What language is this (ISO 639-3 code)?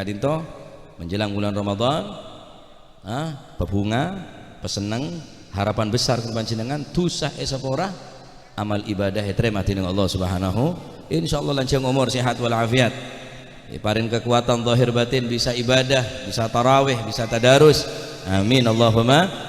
mad